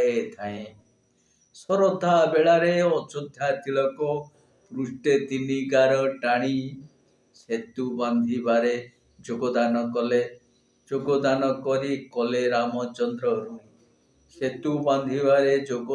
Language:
Odia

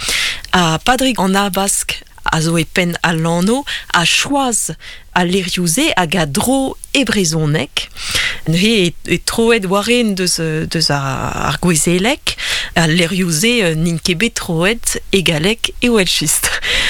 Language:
Breton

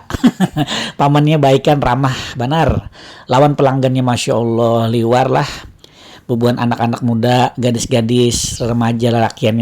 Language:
Banjar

